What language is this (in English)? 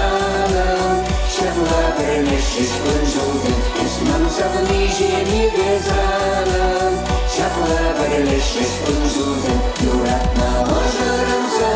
Chuvash